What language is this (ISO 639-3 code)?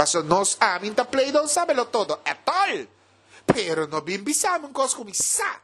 pap